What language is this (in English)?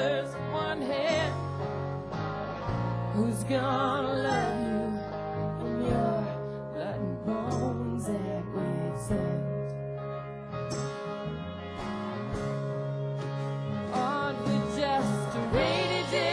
English